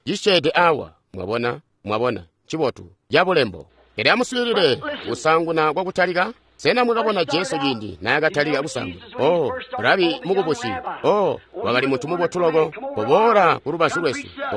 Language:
Tonga (Zambia)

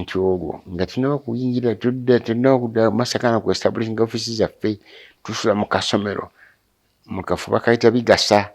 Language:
Ganda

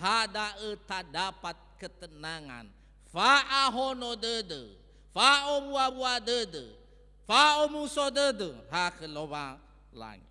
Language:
Nias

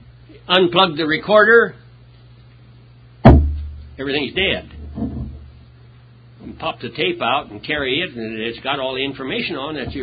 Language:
English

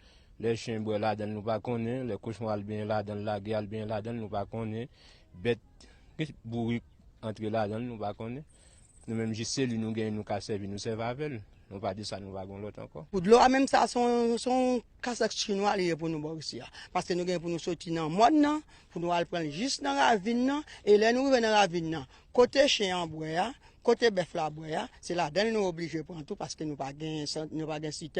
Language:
Haitian Creole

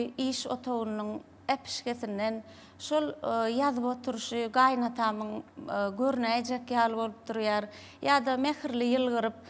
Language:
Turkmen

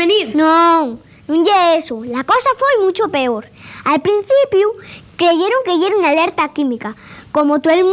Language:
Asturian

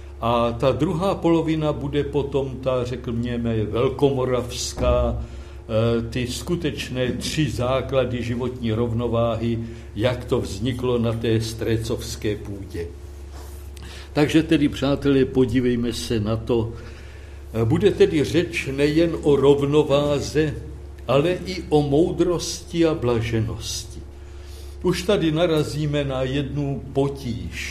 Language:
Czech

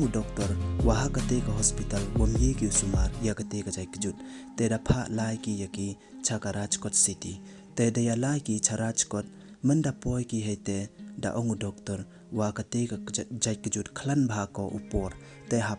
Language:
Pnar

